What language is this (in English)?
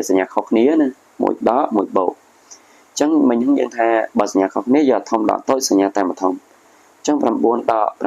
Khmer